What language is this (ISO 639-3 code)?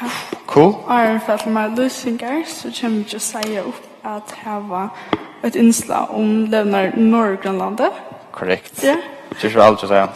fao